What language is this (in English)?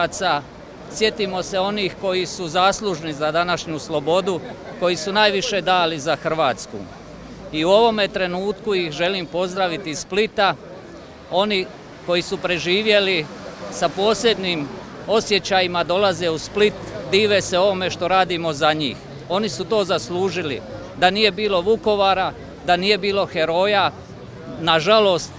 Croatian